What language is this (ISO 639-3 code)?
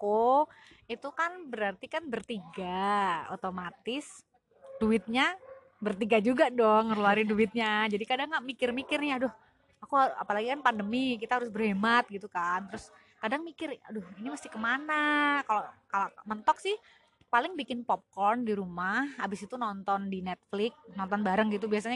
ind